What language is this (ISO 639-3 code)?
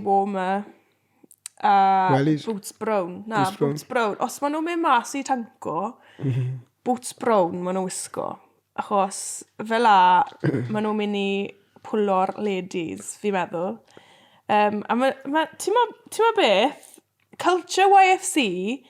cym